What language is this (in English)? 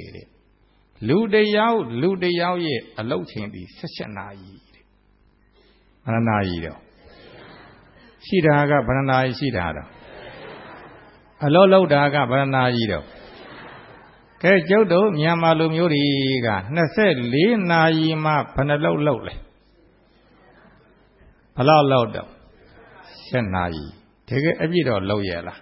Burmese